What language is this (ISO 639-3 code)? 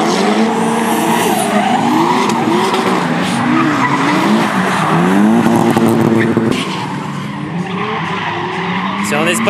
fra